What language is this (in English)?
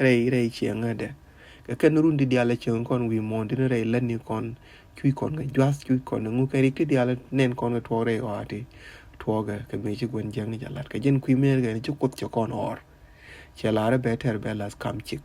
Nuer